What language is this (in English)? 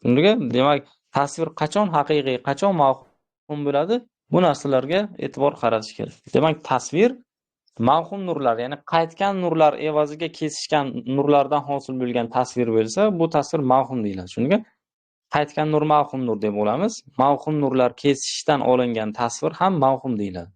Uzbek